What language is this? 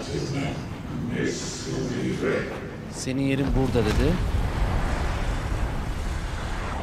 Turkish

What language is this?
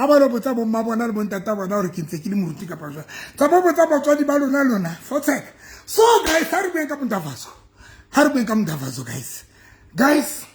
Southern Sotho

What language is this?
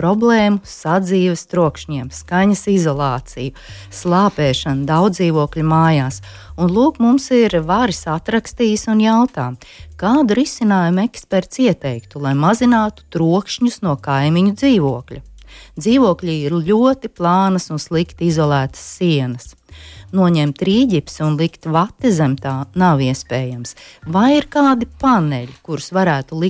Latvian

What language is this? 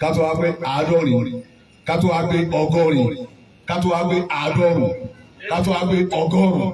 Yoruba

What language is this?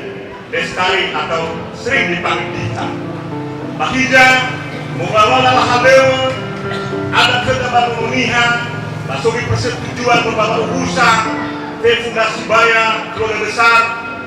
Nias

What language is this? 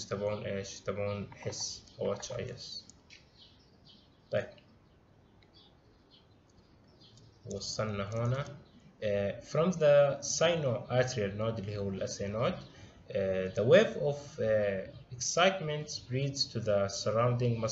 South Levantine Arabic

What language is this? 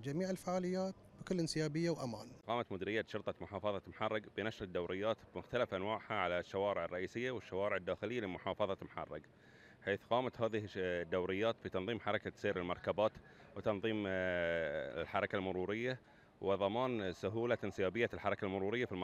Gulf Arabic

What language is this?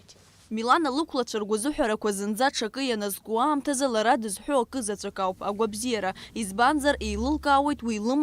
Abkhazian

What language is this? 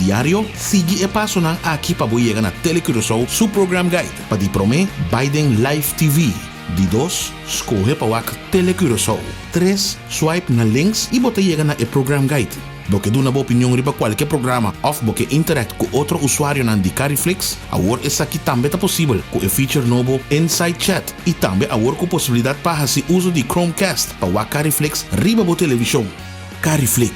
Papiamento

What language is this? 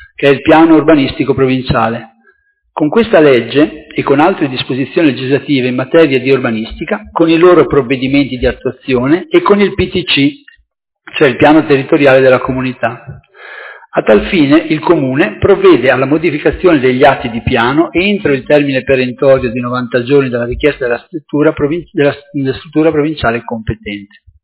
Italian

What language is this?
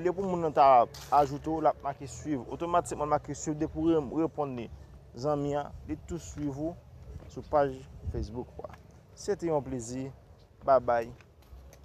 Haitian Creole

